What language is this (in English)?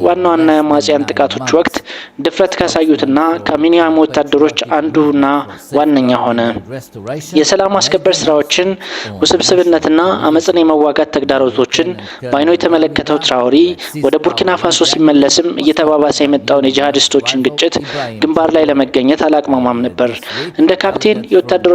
Amharic